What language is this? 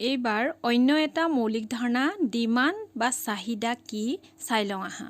Assamese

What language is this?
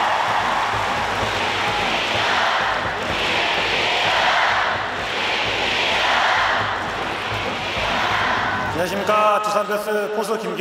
Korean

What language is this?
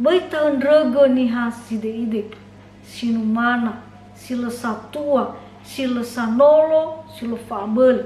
Nias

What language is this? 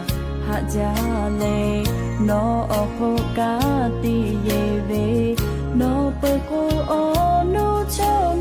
Lahu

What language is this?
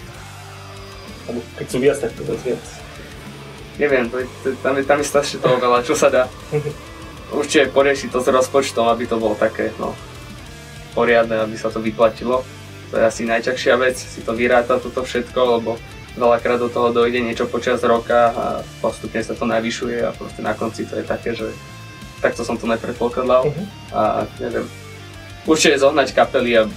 Slovak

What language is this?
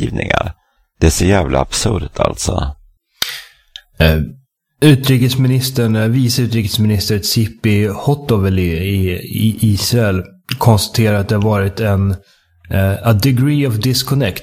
Swedish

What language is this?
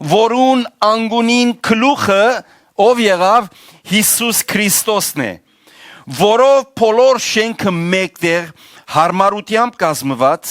Western Armenian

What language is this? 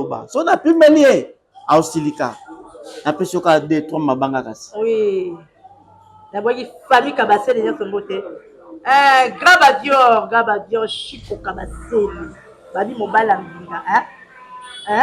Lingala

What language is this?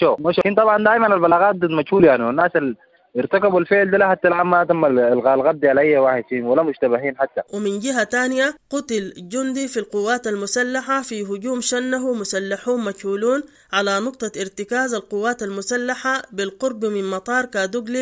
Sudanese Arabic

